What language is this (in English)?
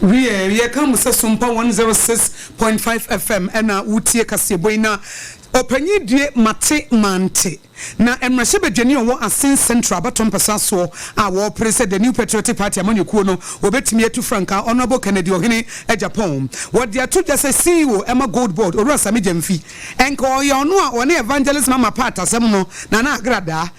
Akan